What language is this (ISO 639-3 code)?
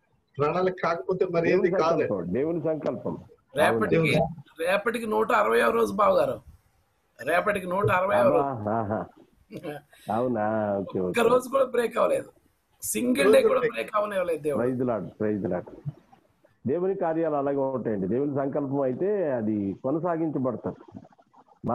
tel